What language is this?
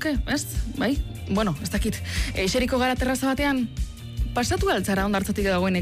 Basque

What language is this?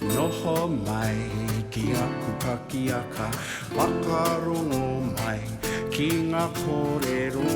Māori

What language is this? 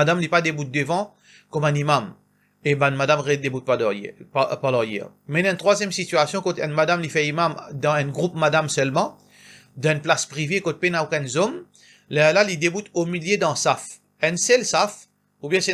Morisyen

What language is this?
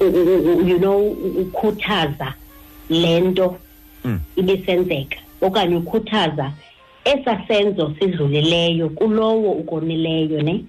Xhosa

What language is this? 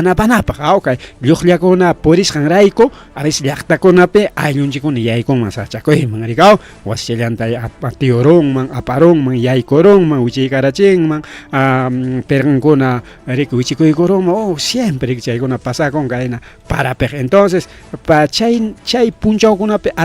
Ayacucho Quechua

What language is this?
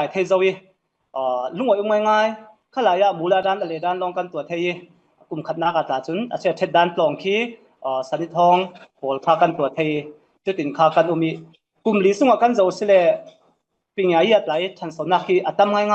Falam Chin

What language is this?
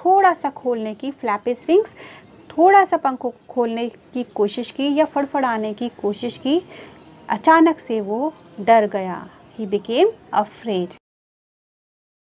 Hindi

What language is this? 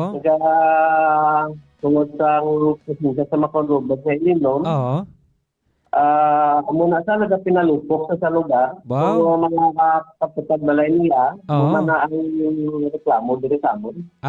Hiligaynon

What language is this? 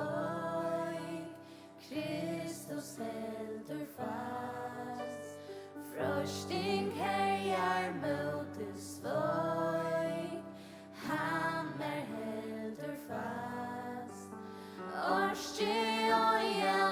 Faroese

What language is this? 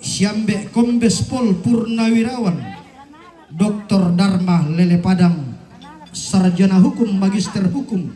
Toraja-Sa'dan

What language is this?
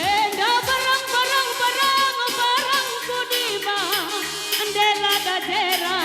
Batak Karo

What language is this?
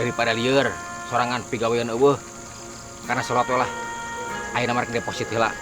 Sundanese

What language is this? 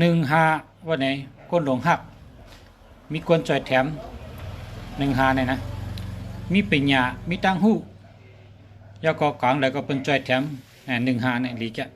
Shan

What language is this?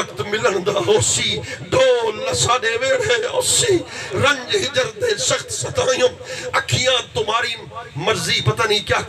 Saraiki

